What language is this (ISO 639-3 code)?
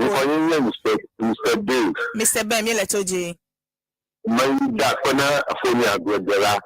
ewe